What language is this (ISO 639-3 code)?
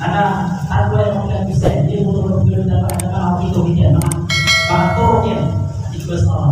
mrw